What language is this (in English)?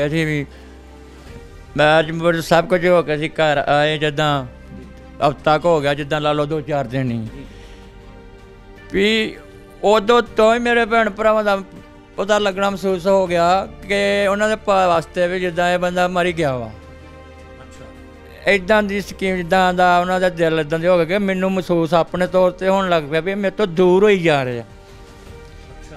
Punjabi